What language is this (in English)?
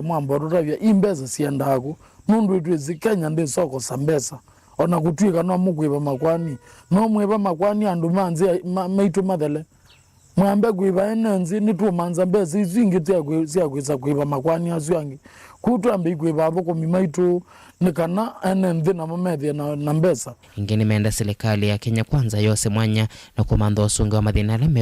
Kamba